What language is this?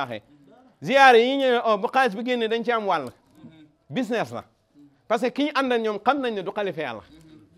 Wolof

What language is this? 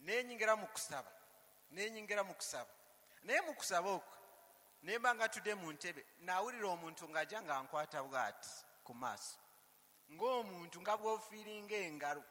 Ganda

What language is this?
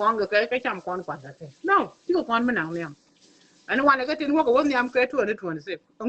Nuer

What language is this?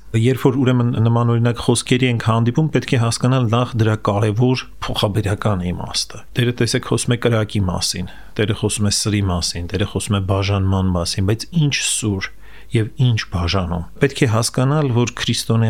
Armenian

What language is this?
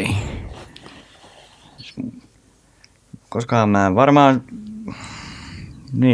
Finnish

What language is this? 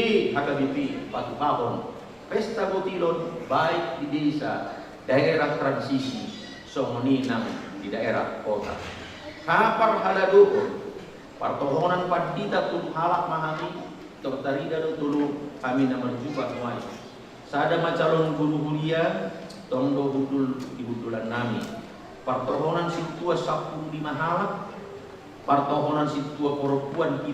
Batak Toba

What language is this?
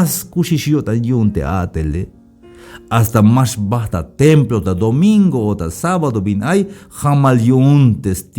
Tzeltal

